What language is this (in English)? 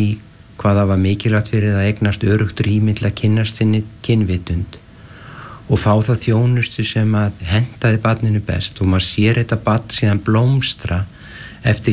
Icelandic